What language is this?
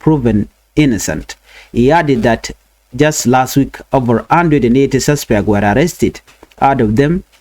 Nuer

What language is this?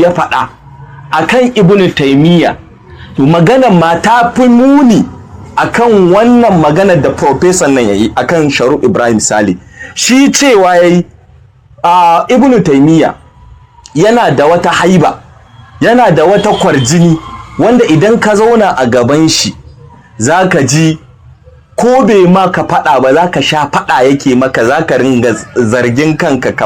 Hausa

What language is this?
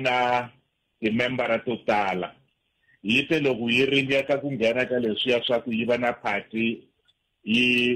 Tsonga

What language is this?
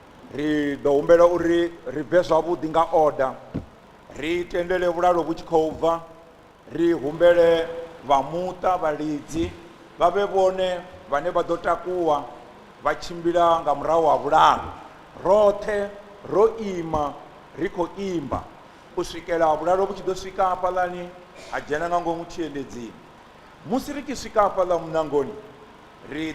Venda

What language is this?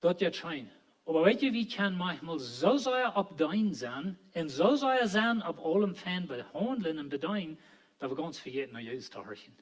Plautdietsch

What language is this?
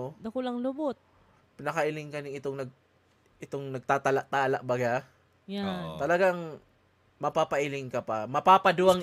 Bikol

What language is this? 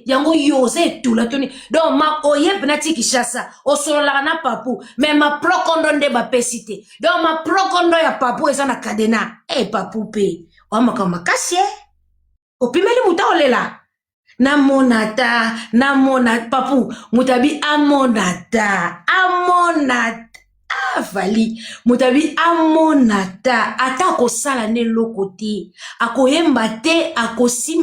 Lingala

